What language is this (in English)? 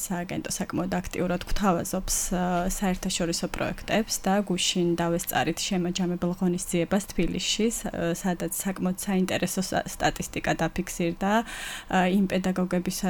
Georgian